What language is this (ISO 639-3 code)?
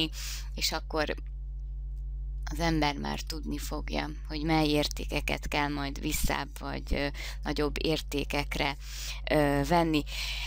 hun